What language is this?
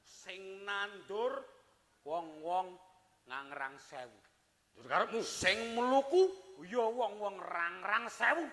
Javanese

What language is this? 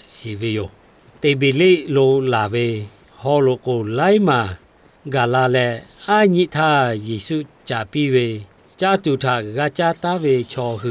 Lahu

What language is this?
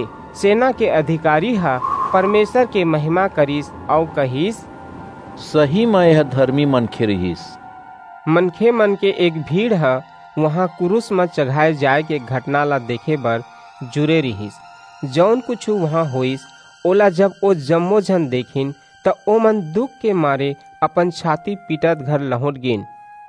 Chhattisgarhi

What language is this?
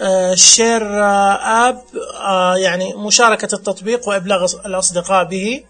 Najdi Arabic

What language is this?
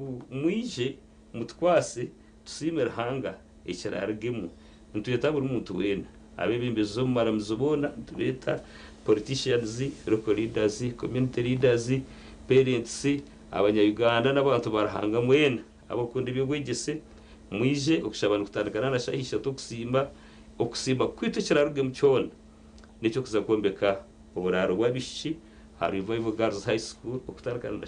Nyankole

